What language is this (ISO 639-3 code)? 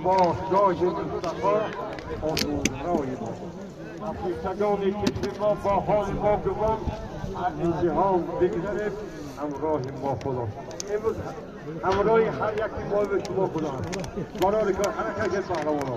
tgk